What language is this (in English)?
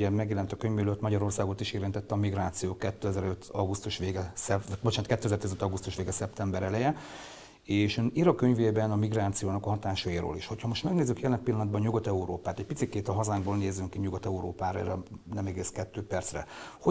Hungarian